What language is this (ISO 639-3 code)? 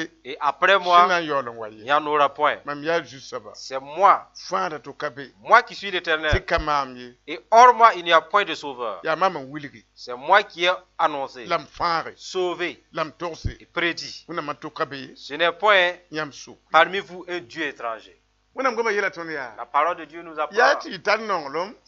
mos